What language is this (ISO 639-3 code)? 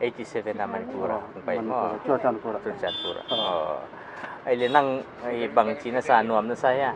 pck